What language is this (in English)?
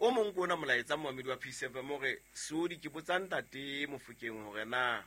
Southern Sotho